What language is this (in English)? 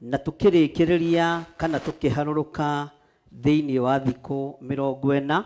Kikuyu